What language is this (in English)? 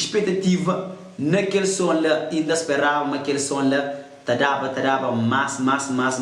Kabuverdianu